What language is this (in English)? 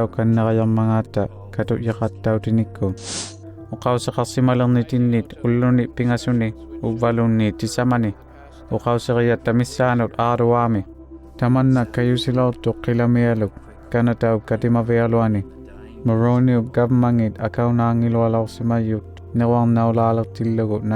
Inuktitut